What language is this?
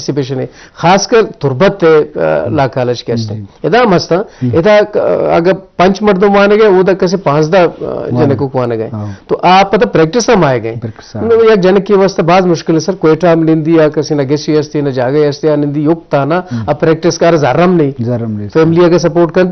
Eastern Balochi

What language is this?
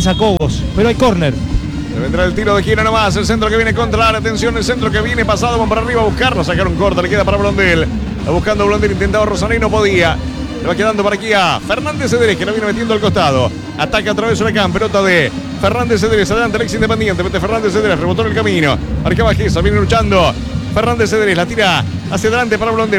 Spanish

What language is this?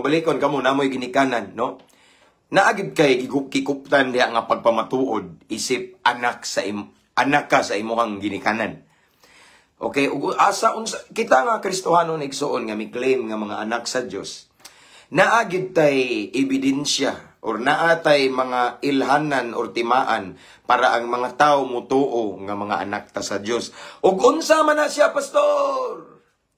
Cebuano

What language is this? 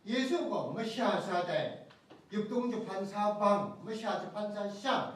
Kachin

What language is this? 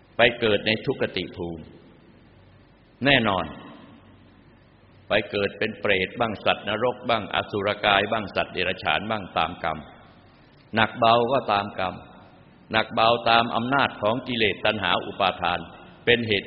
Thai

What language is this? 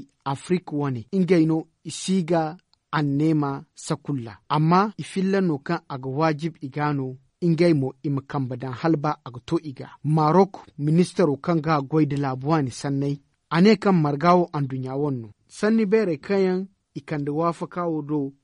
Zarma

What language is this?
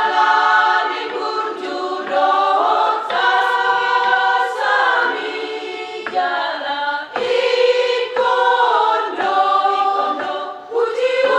Batak Toba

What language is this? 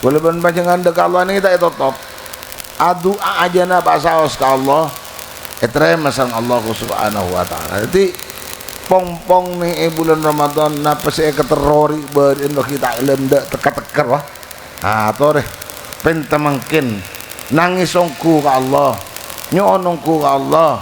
Madurese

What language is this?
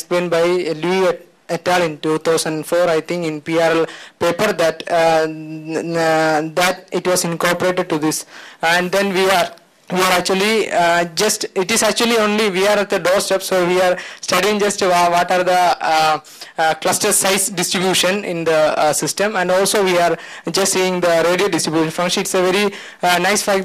English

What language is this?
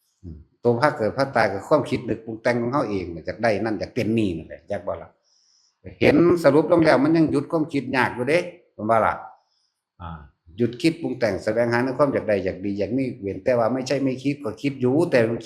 Northeastern Thai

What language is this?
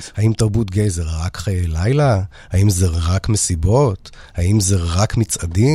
Hebrew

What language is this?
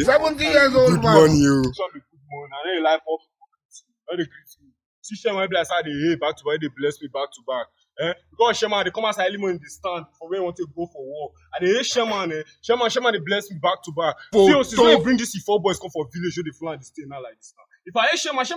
Nigerian Pidgin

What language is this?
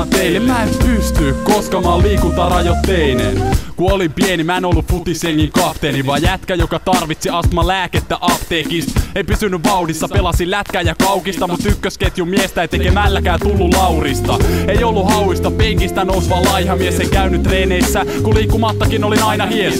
Finnish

